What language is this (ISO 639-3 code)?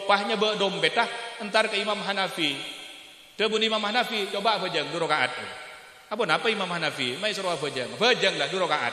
mad